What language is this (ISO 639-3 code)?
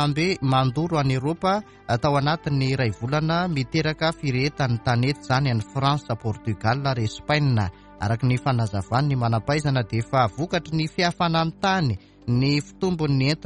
mlg